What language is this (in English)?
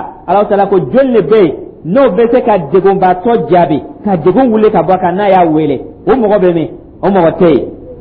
Dyula